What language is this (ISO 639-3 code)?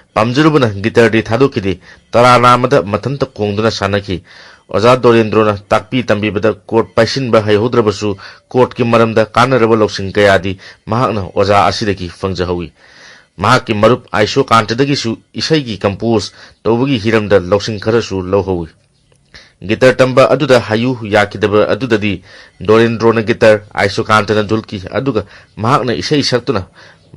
mni